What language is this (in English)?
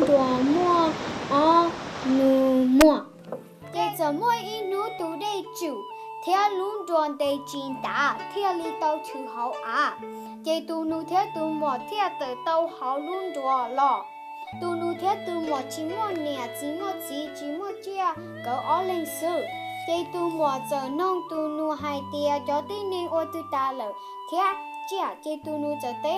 Hmong